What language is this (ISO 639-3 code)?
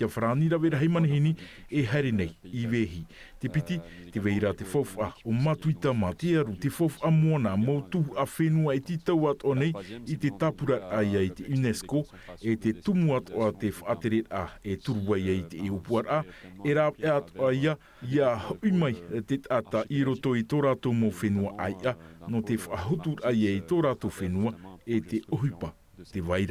tah